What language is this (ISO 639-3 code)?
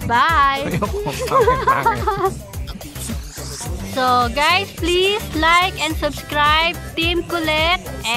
fil